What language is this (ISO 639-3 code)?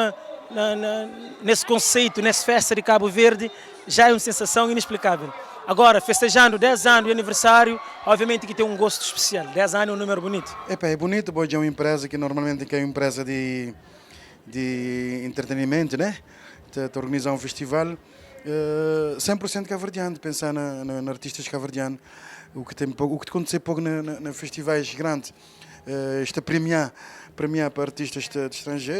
kea